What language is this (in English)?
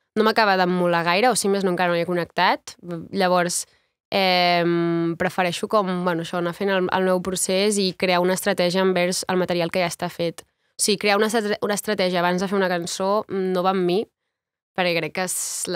Catalan